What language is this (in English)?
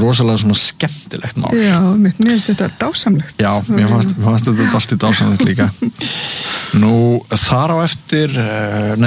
Icelandic